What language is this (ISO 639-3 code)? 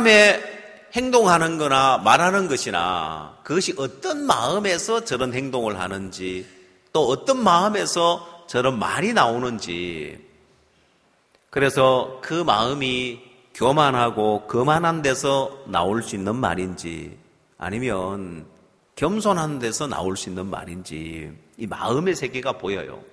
kor